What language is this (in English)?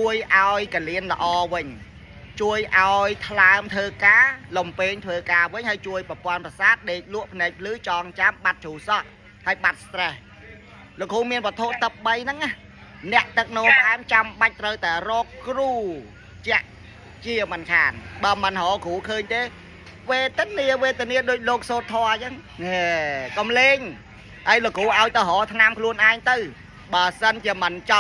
Khmer